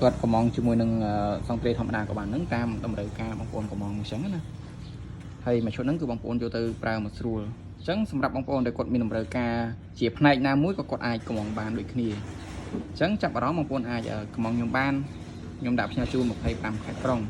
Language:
Khmer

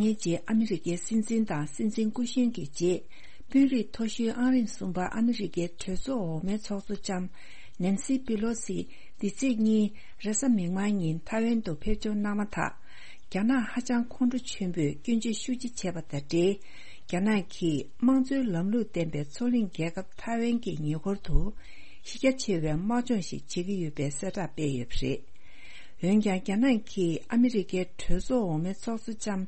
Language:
Tibetan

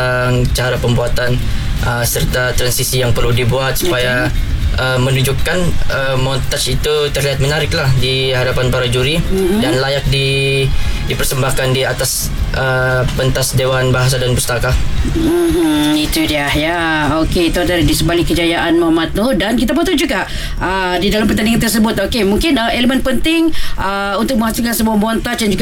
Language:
Malay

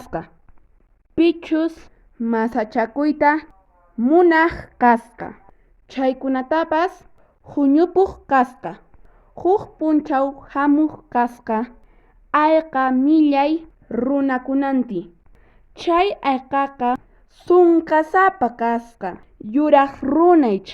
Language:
Quechua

